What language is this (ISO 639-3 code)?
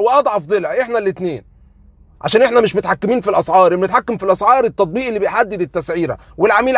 arz